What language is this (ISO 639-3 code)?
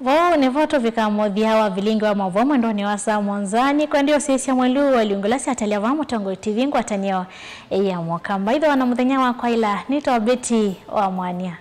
kam